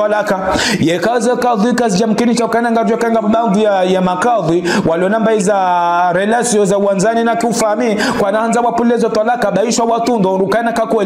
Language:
Ngazidja Comorian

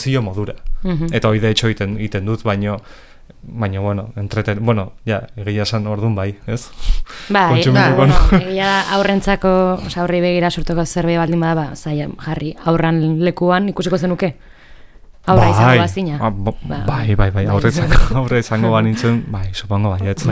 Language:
Basque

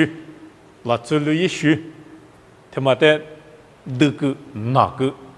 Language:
Lisu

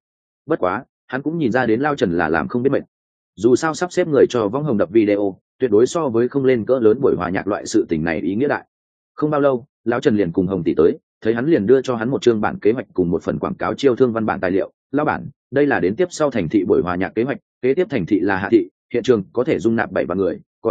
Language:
Vietnamese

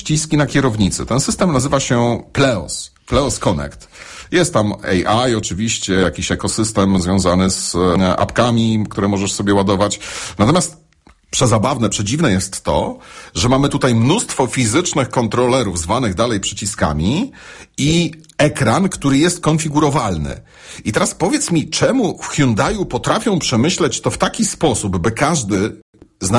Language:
Polish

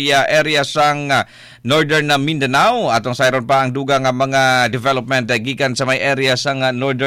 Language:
Cebuano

